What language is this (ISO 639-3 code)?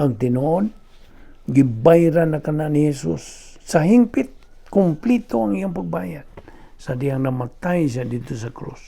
ceb